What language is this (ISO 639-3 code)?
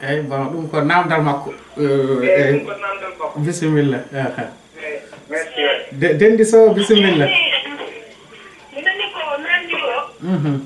ful